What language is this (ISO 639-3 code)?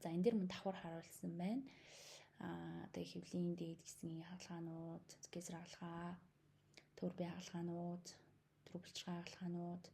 mon